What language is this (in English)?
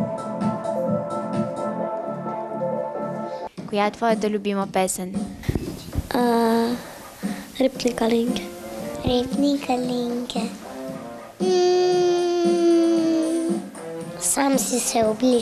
Bulgarian